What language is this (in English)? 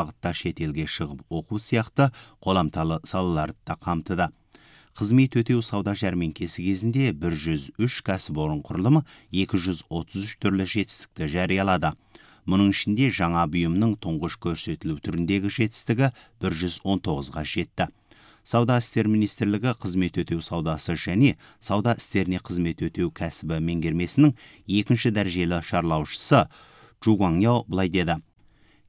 Kazakh